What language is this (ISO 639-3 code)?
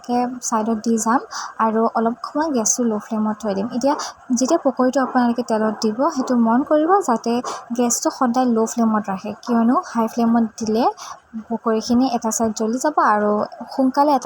asm